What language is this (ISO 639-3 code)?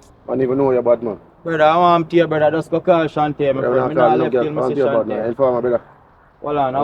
jam